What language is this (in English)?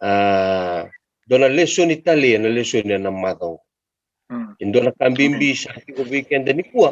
Fijian